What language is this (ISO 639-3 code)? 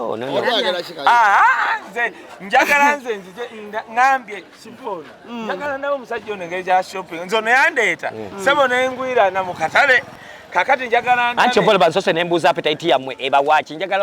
lug